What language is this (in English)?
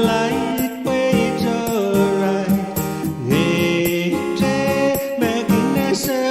Pohnpeian